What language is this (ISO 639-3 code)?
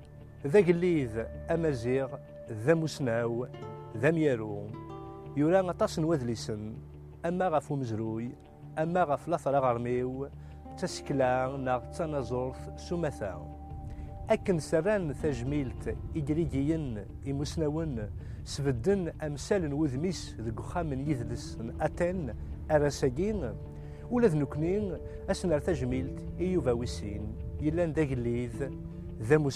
kab